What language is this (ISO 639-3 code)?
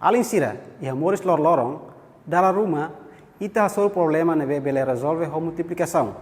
tet